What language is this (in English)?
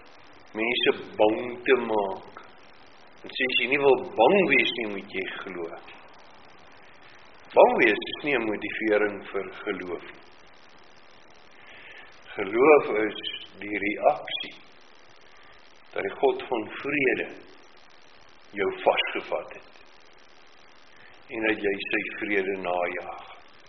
Afrikaans